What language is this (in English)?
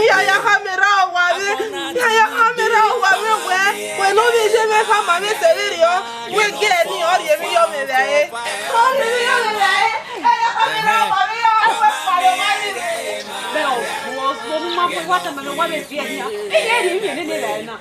Bini